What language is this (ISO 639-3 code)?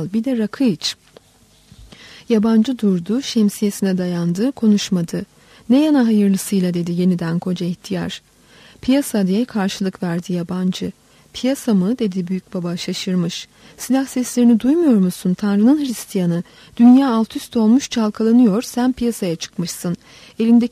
tur